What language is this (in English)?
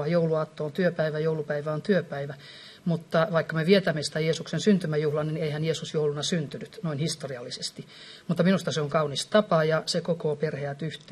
Finnish